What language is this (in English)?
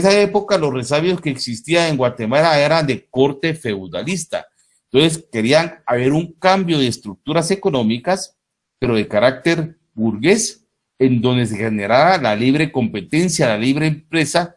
Spanish